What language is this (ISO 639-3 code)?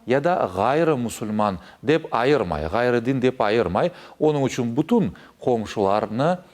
crh